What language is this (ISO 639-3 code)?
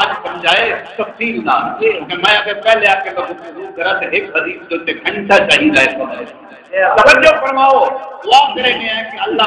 skr